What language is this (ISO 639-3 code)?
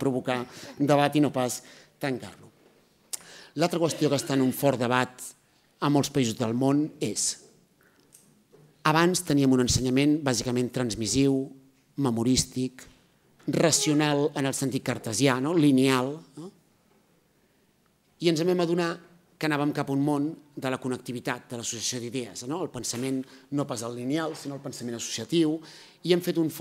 cat